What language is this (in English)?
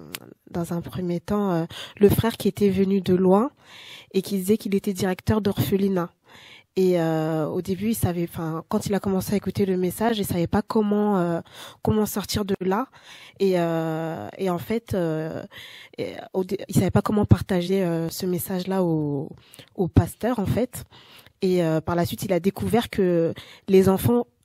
French